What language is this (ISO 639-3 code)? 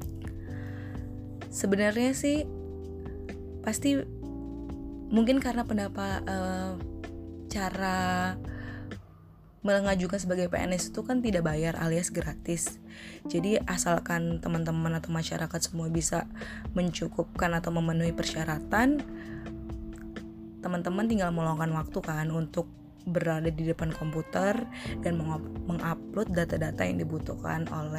ind